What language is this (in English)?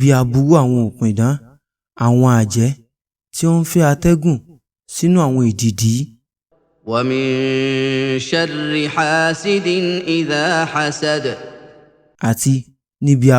Yoruba